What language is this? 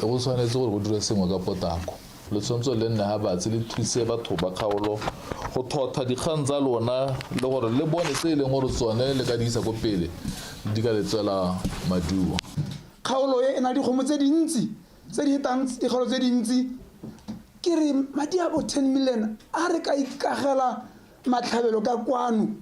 Tswana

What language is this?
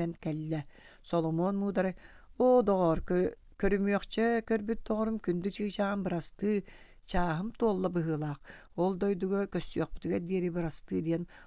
Yakut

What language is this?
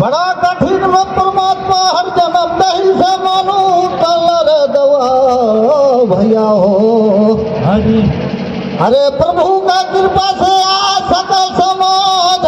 Surgujia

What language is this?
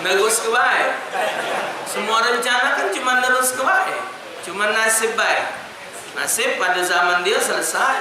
Musi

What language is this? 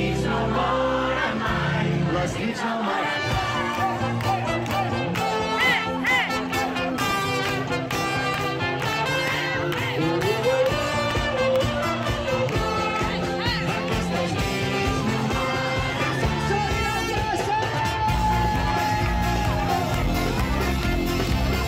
Catalan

